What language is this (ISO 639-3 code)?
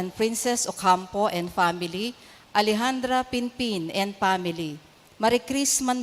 pam